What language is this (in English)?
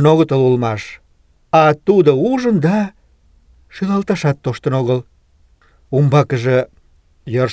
Mari